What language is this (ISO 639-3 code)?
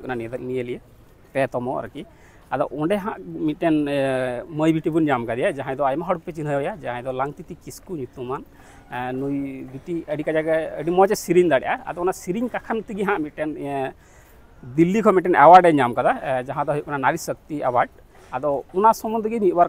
sat